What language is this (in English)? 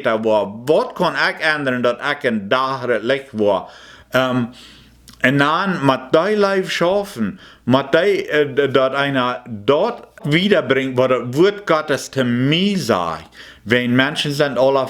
Plautdietsch